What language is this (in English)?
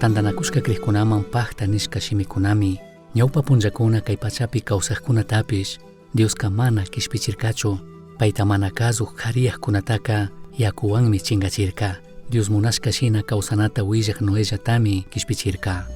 Chimborazo Highland Quichua